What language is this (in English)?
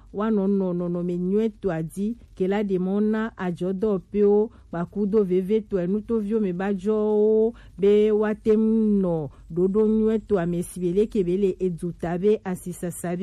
Gen